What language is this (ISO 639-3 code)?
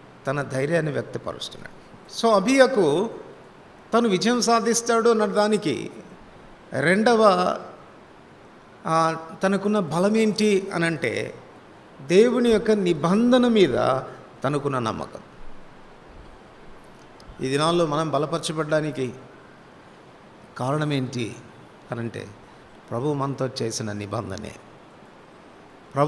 tel